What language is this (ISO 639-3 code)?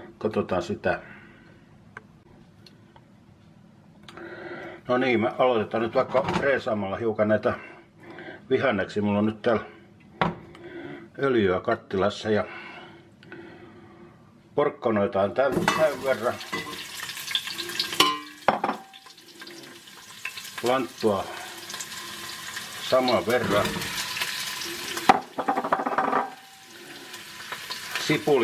fin